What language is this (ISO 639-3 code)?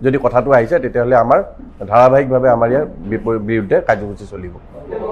asm